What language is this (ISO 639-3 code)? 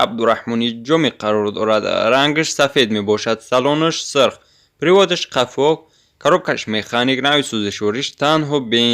tgk